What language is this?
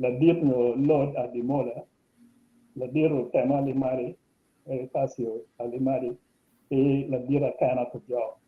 Acoli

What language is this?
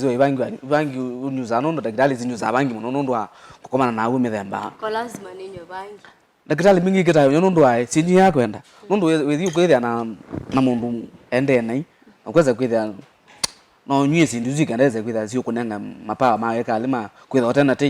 Kamba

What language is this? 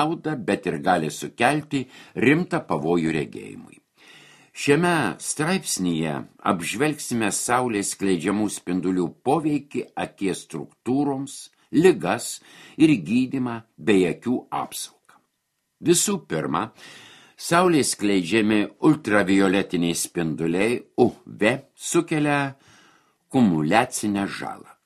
Lithuanian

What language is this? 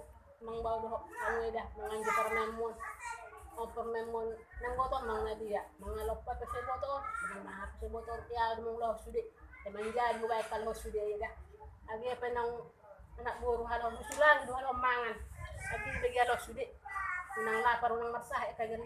Batak Toba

